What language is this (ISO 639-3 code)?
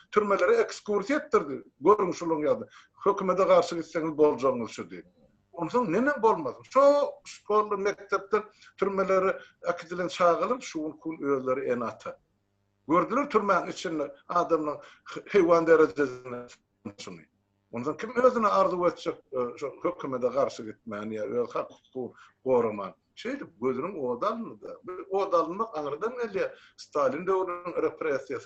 tuk